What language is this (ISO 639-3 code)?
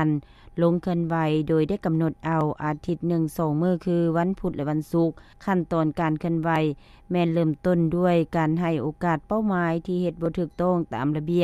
lao